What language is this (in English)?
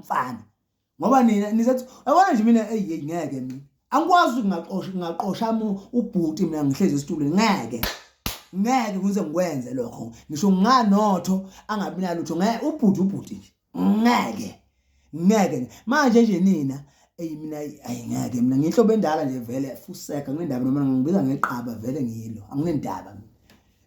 Zulu